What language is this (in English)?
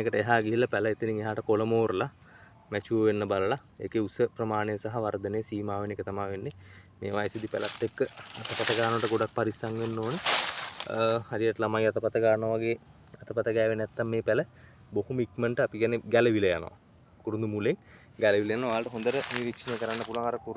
Sinhala